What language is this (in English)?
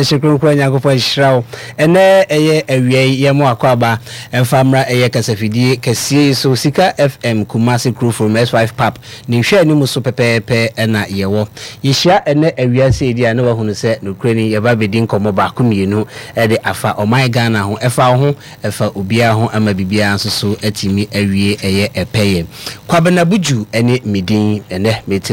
Akan